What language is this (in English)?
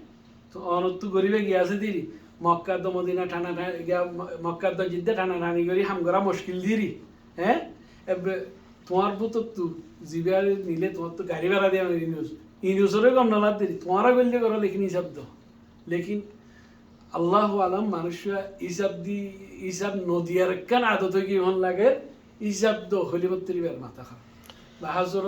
Rohingya